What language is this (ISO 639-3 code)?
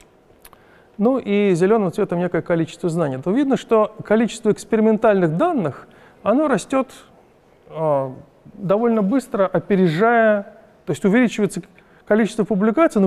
rus